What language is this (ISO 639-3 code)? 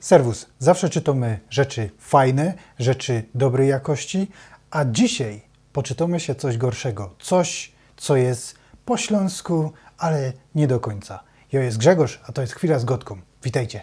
szl